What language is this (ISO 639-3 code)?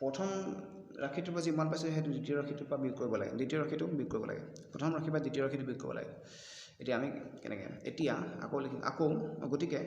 asm